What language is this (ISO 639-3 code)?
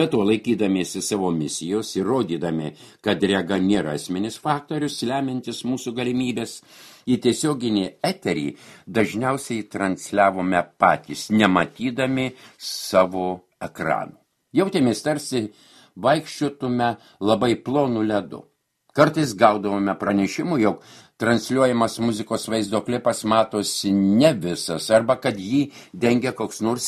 lit